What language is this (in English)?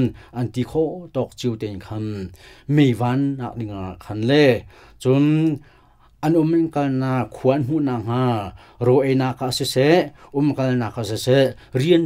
Hakha Chin